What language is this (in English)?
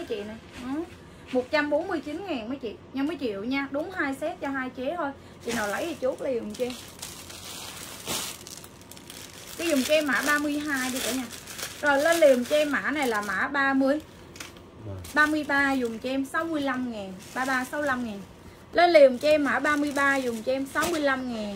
Vietnamese